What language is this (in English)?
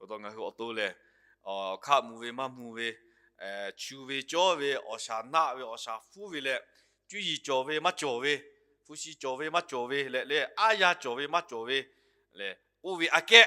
Lahu